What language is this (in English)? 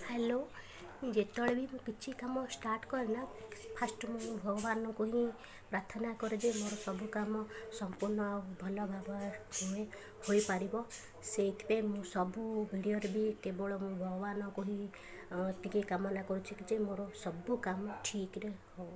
Odia